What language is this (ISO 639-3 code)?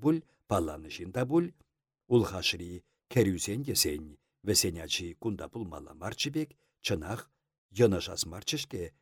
chv